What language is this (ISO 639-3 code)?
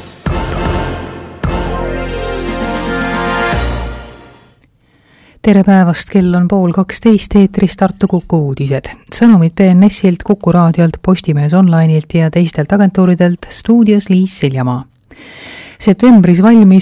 est